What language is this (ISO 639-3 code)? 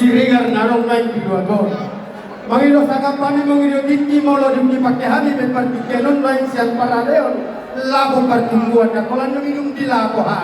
bbc